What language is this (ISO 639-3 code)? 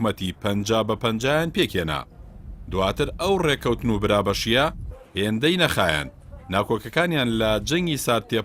ckb